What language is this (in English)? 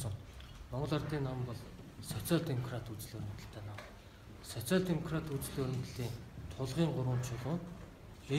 Mongolian